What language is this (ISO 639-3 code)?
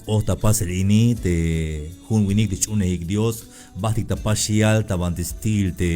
tzh